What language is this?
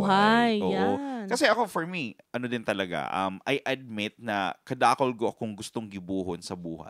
Bikol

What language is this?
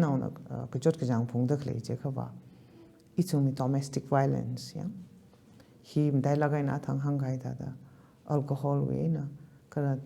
Tangkhul Naga (India)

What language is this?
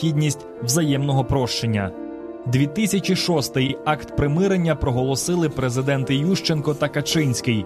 Ukrainian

